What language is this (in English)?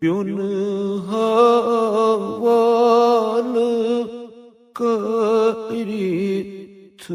Kashmiri